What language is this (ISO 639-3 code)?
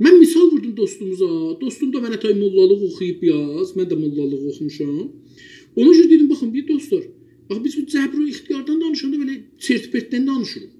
azb